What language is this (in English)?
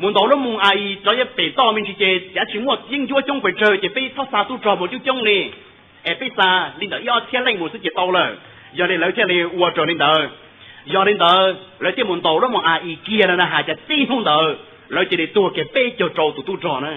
Hmong